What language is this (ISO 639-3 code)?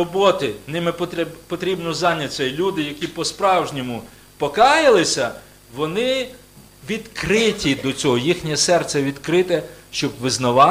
ukr